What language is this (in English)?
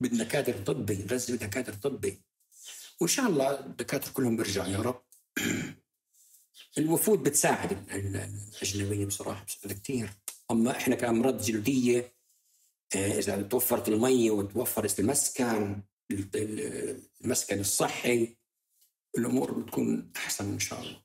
North Levantine Arabic